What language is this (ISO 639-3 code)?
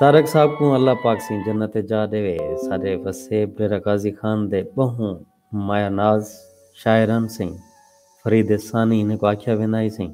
skr